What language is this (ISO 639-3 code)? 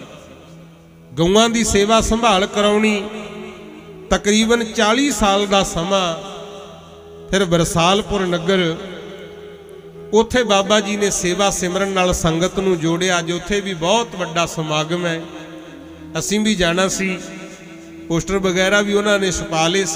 pan